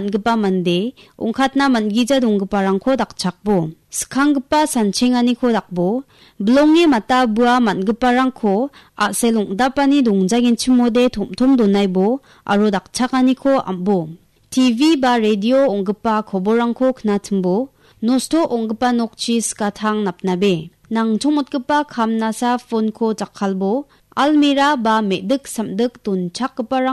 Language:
Garo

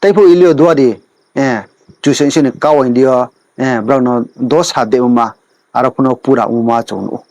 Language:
Riang (India)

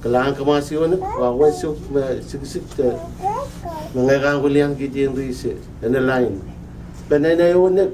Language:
Pohnpeian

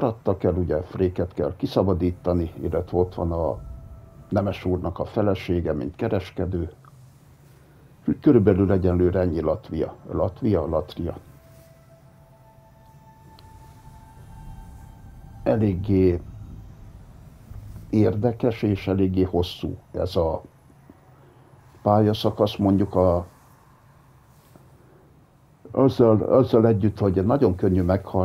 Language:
Hungarian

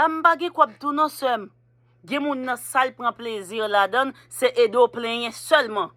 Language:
Haitian Creole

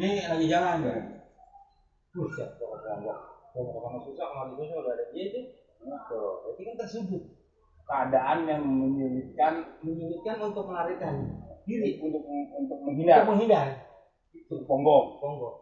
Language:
Betawi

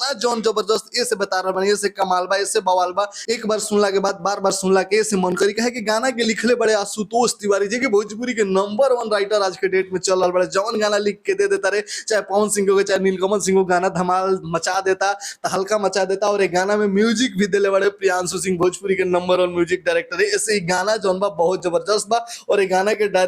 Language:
Bhojpuri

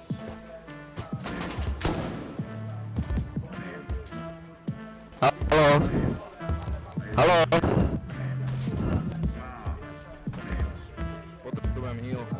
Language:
Slovak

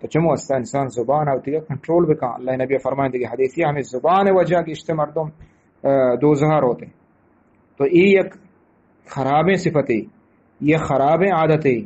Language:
Eastern Balochi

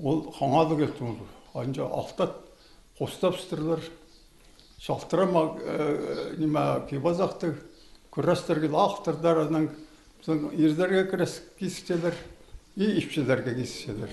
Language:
Khakas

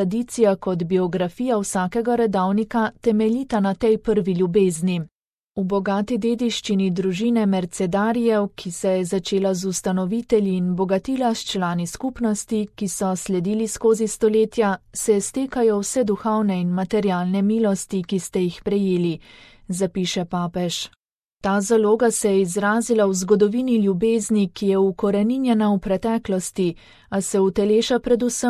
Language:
Slovenian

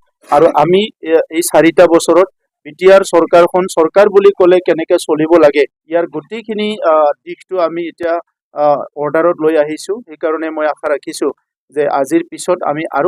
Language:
Assamese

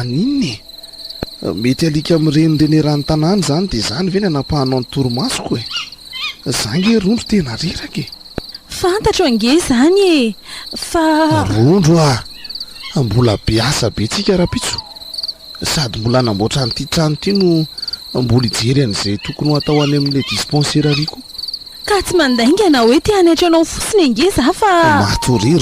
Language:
Malagasy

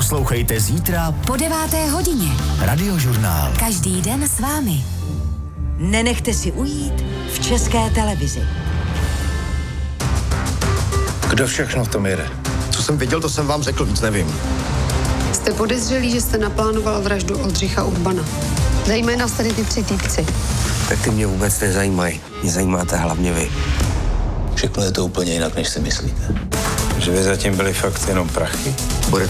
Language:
Czech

